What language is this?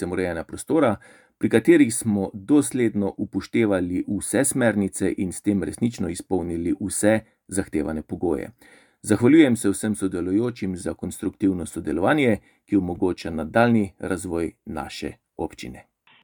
Slovenian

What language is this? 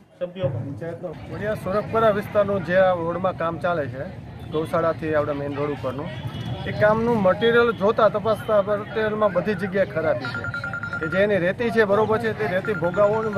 Gujarati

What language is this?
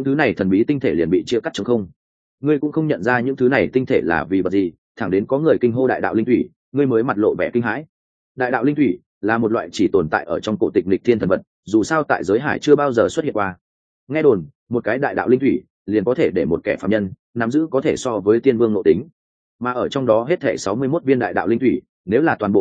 Vietnamese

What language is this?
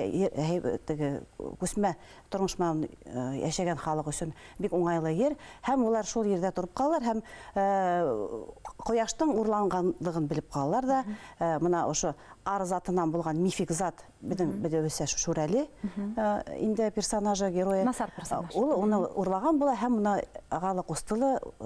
Bashkir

